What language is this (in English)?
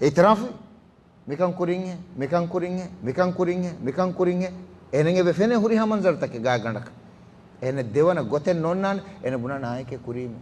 Divehi